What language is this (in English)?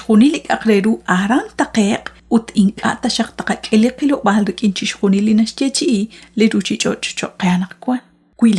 Kekchí